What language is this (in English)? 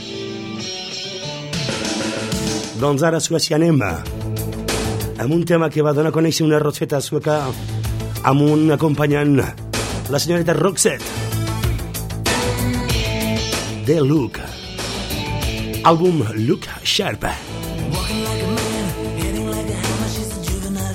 Catalan